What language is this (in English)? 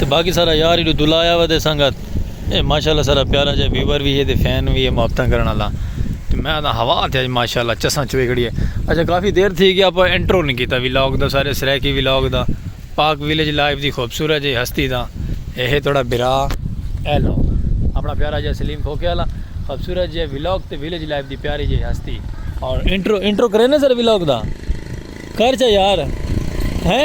Saraiki